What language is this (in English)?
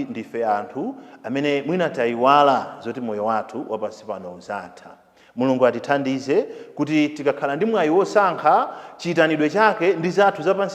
Nyanja